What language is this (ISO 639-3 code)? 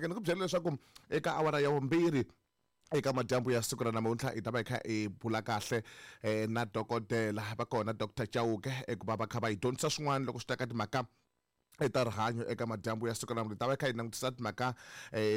tso